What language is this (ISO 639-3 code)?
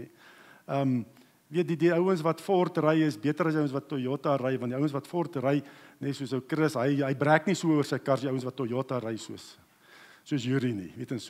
afr